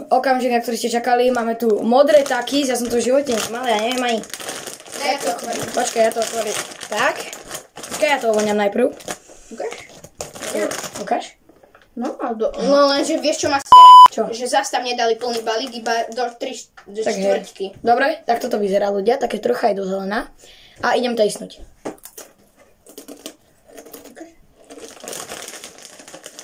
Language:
Slovak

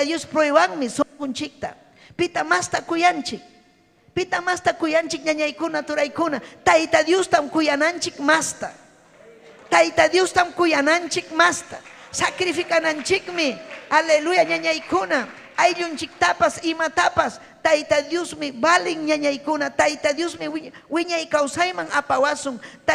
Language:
Ayacucho Quechua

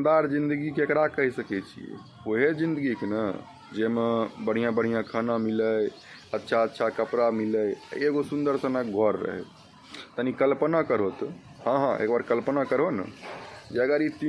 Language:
Maithili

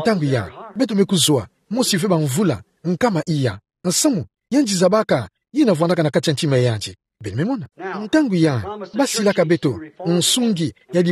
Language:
Kituba (Democratic Republic of Congo)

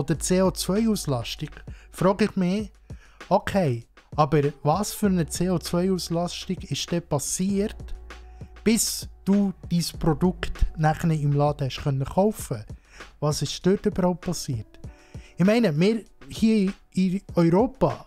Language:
Swiss German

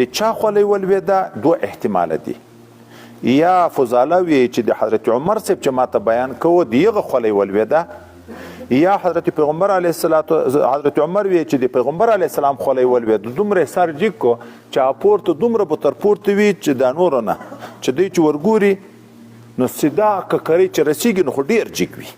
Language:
Pashto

